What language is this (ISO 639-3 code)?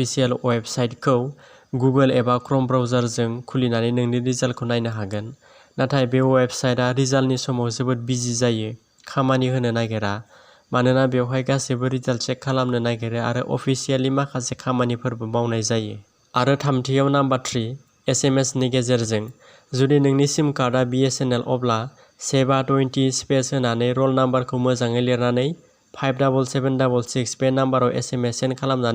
brx